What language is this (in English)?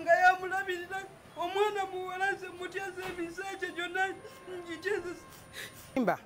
Ganda